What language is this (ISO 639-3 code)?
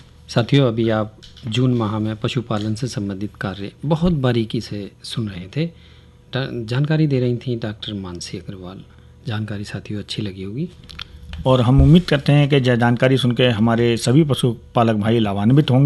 hin